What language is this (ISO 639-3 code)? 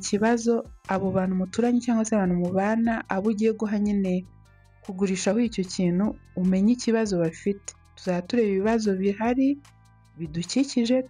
kin